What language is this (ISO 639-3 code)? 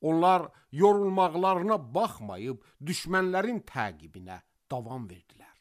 aze